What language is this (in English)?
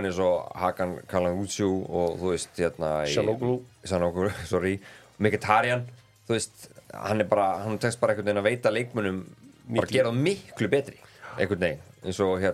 Icelandic